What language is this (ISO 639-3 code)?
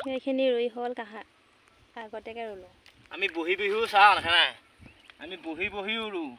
asm